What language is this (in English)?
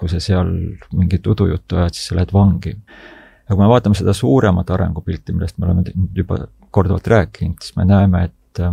Estonian